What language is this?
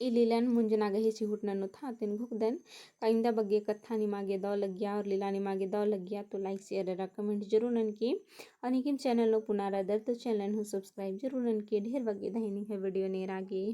Kurukh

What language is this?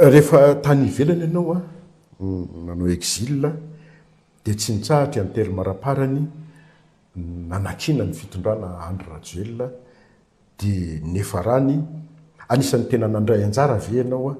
Malagasy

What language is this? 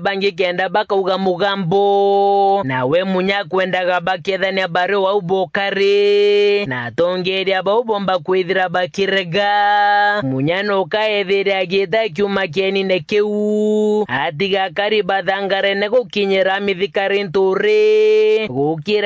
Meru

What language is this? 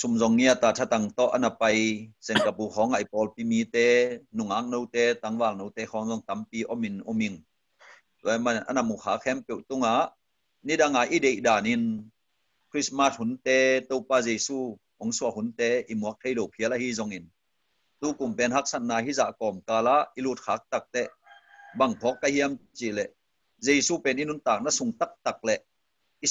Tedim Chin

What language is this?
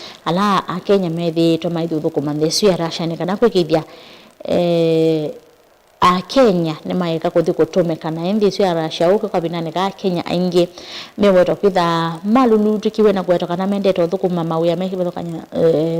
Kamba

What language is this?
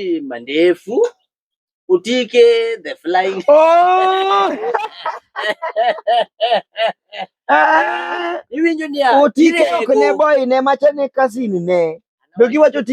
Luo (Kenya and Tanzania)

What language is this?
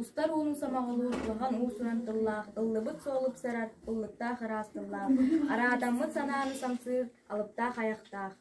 Yakut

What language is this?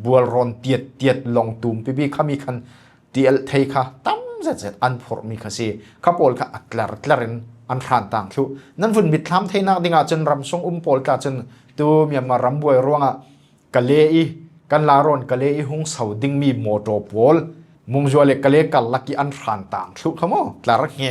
Falam Chin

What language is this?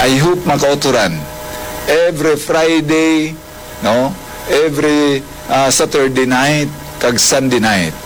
Hiligaynon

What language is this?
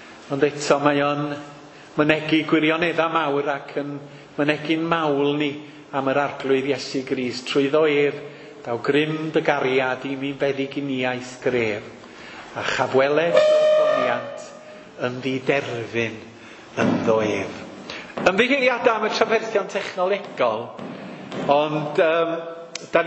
Welsh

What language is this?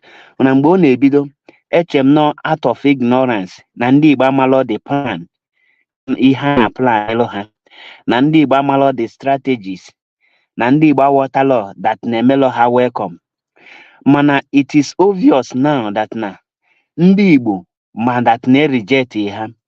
Igbo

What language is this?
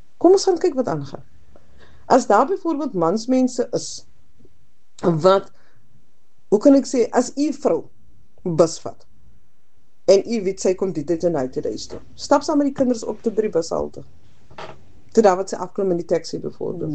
Afrikaans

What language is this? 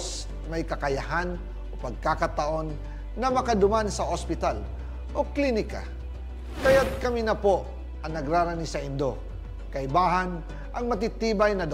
Bikol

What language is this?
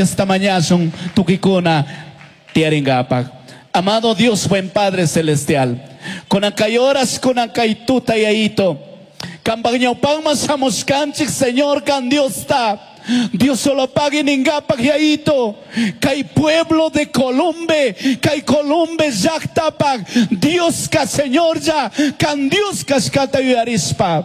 Chimborazo Highland Quichua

